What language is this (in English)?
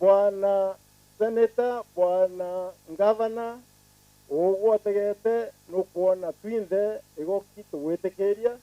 Meru